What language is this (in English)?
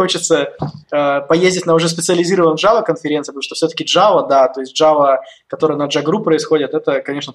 Russian